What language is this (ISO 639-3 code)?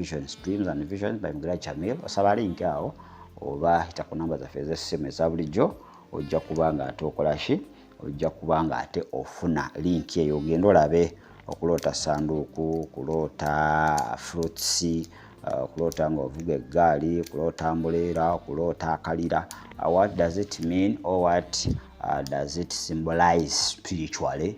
lug